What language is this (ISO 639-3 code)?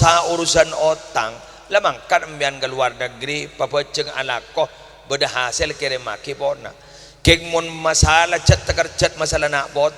mad